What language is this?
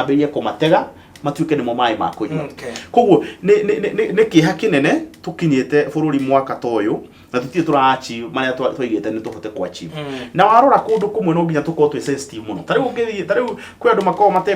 Kikuyu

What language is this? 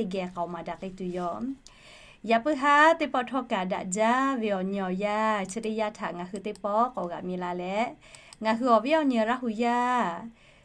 Lahu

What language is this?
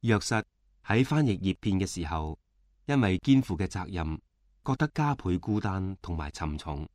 Cantonese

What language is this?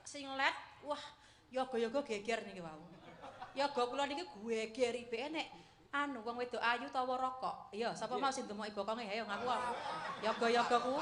Javanese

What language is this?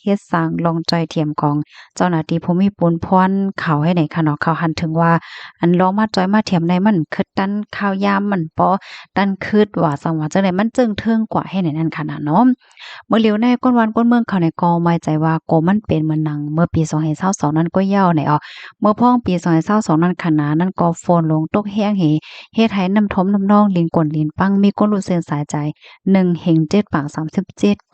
Shan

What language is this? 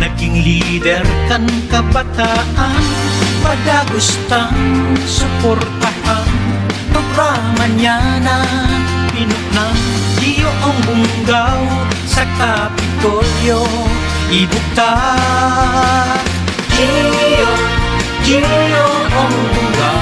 Bikol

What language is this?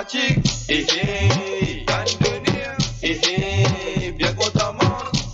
Morisyen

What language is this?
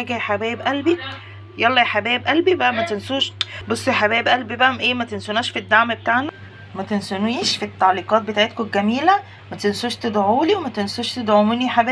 Egyptian Arabic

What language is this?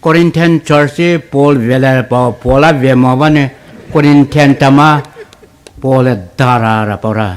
Poumei Naga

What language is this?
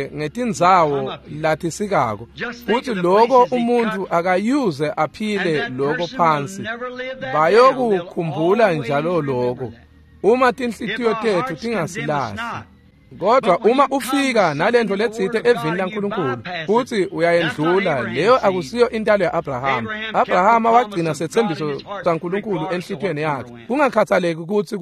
Swati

